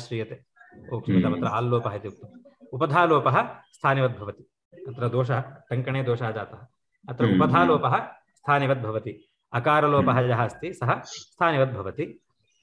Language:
Sanskrit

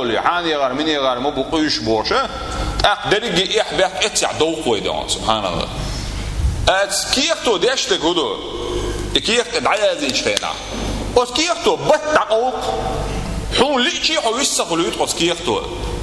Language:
Chechen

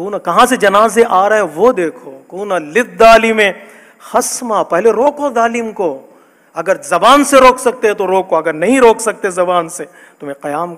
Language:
Urdu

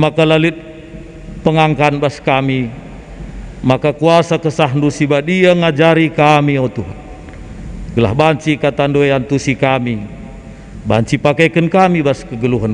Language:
Batak Karo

